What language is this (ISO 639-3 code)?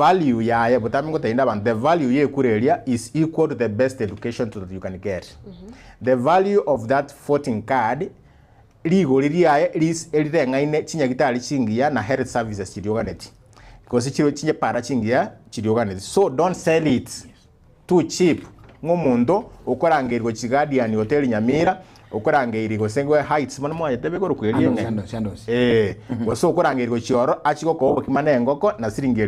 guz